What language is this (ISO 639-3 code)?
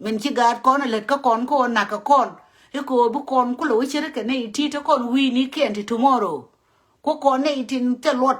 nus